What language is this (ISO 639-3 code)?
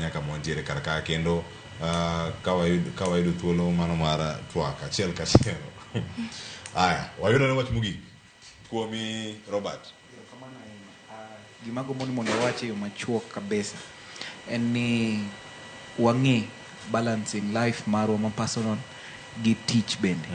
luo